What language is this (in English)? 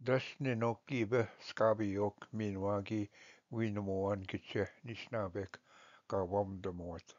Ojibwa